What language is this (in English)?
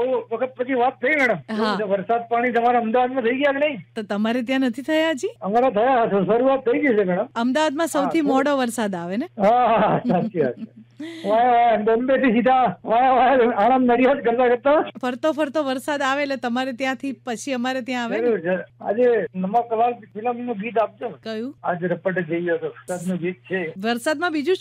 Gujarati